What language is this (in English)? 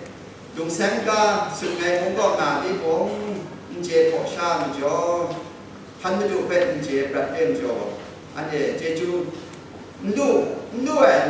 Kachin